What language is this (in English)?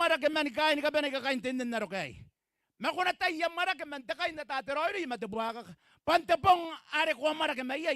Gilbertese